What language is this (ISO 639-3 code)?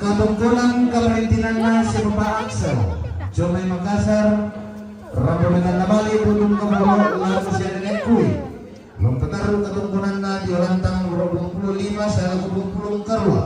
sda